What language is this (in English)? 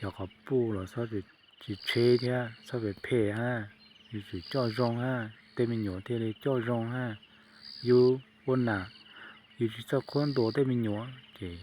Hmong